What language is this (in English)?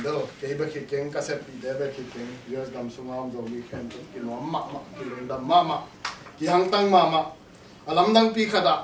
Tedim Chin